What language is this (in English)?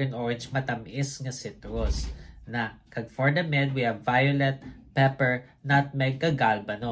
Hiligaynon